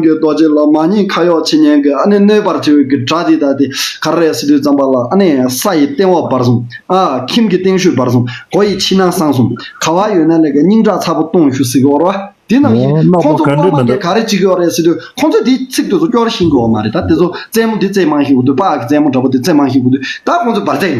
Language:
Tibetan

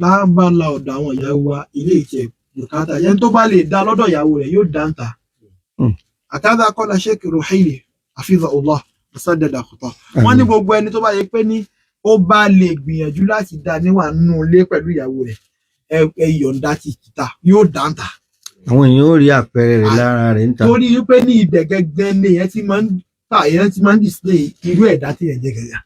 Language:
Yoruba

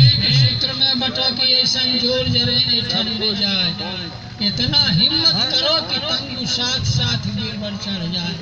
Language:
Magahi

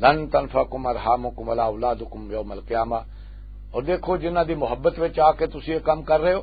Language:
Western Panjabi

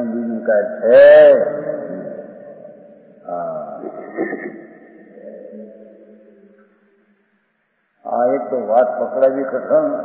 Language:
Gujarati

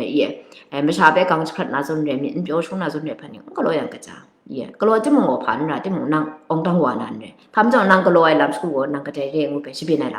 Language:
Kachin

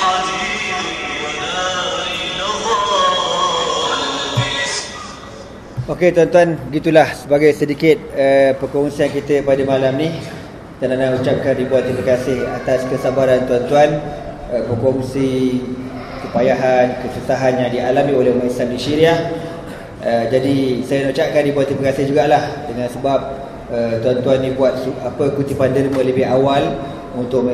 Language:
Malay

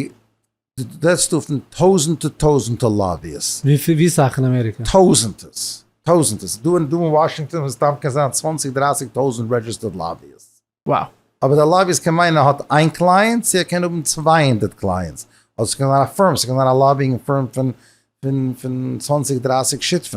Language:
Yiddish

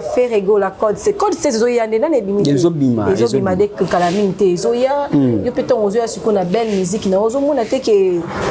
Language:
Lingala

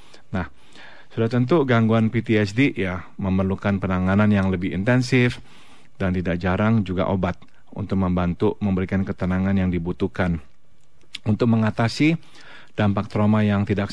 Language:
Indonesian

